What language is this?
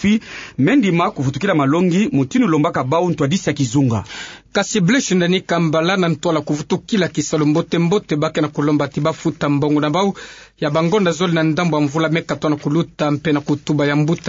Kituba (Democratic Republic of Congo)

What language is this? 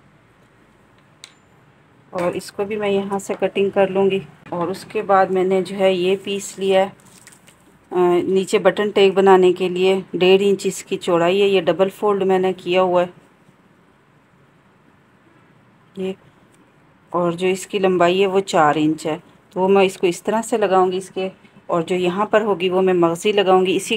Hindi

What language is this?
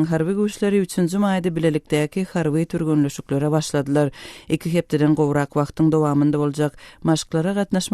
Turkmen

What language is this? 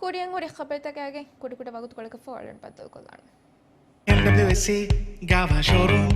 Divehi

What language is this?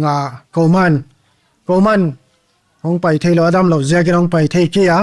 Paite Chin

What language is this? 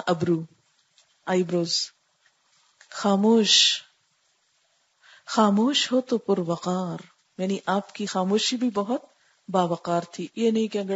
Urdu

